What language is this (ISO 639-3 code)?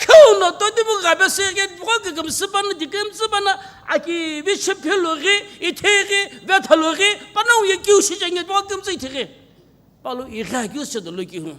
nsm